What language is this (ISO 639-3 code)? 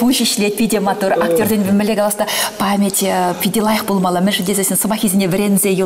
chv